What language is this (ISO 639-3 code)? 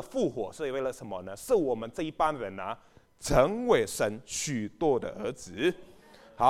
zho